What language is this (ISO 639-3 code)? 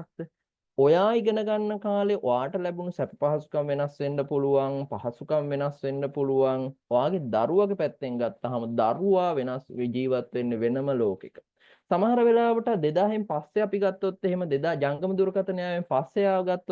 sin